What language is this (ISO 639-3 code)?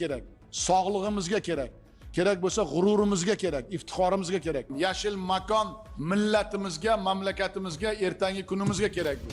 uzb